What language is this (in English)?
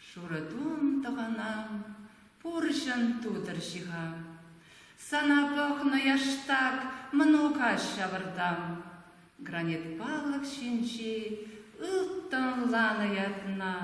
Chuvash